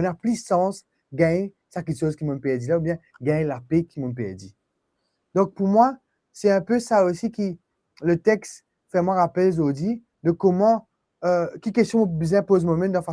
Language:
Morisyen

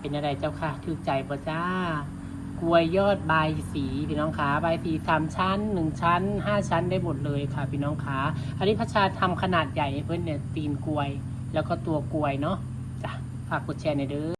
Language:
Northeastern Thai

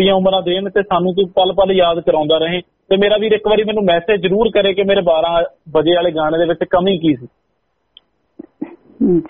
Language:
Punjabi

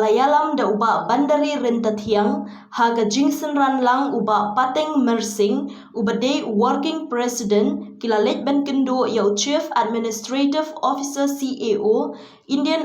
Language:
Khasi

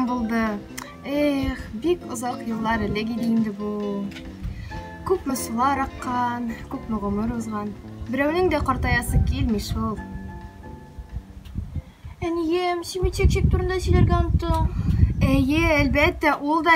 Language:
Tatar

